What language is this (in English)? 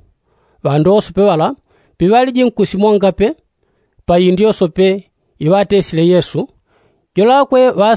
Yao